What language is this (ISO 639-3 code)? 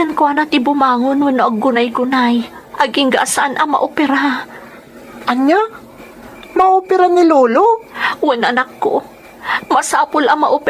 ilo